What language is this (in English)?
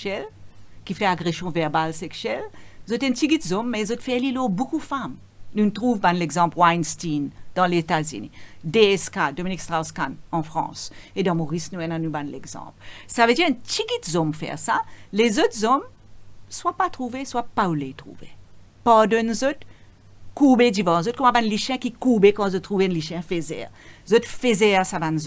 Morisyen